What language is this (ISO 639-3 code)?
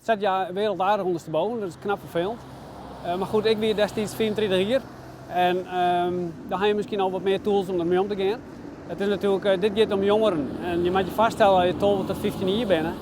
fry